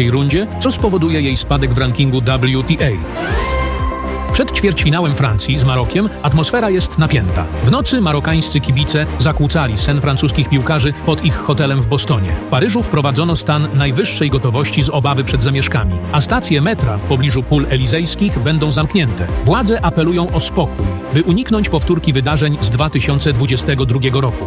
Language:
Polish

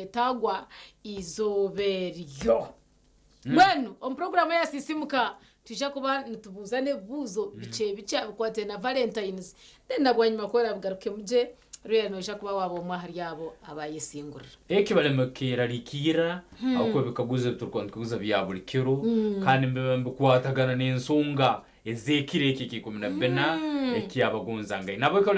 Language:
Nyankole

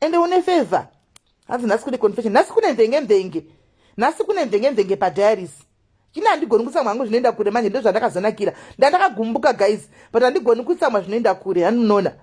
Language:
Shona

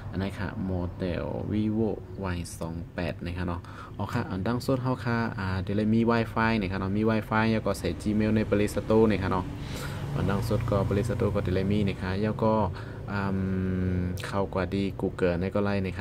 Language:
Shan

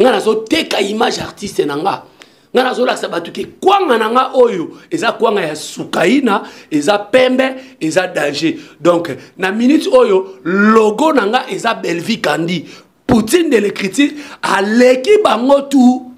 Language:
Lingala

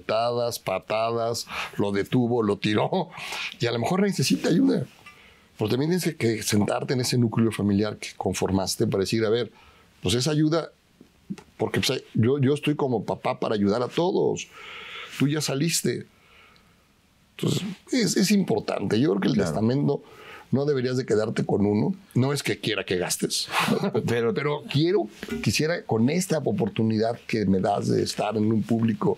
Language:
Spanish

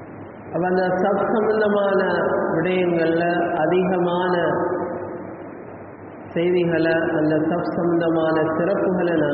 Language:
Tamil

